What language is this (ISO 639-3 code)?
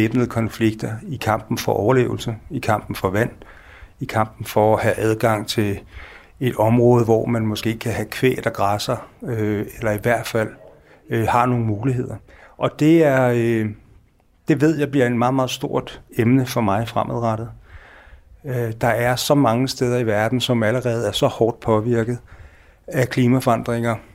dan